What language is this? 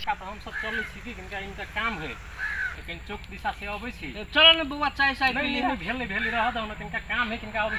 Maithili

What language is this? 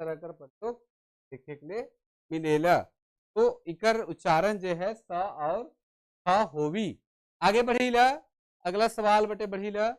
Sadri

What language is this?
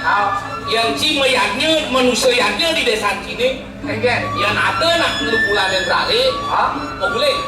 Balinese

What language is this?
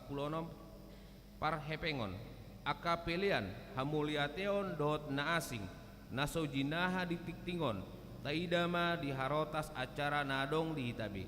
Batak Toba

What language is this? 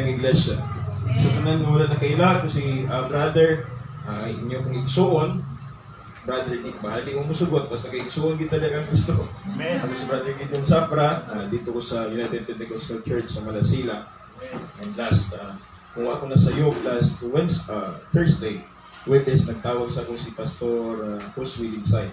Cebuano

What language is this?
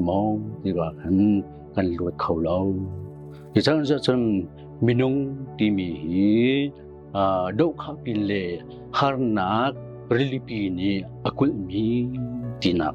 Hakha Chin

